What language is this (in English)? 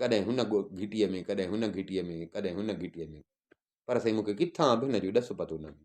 Sindhi